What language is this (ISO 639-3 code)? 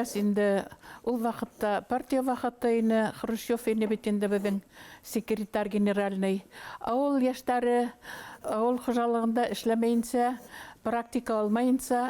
bak